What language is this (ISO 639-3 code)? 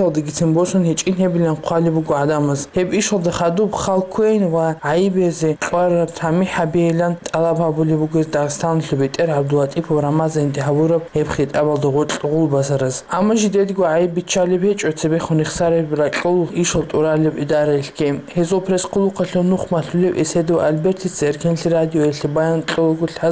ava